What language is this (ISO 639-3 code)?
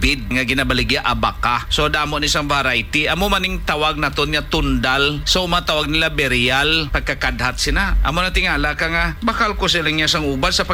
hil